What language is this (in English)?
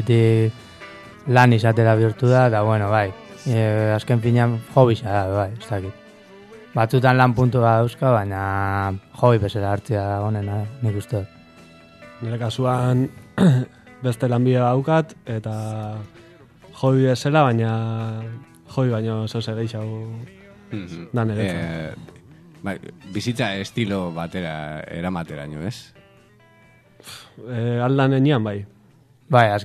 Basque